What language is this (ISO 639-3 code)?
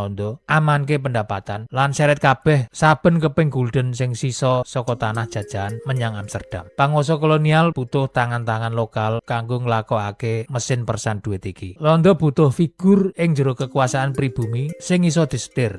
jav